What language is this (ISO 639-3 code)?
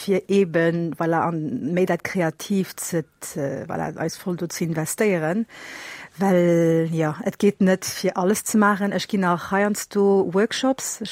ltz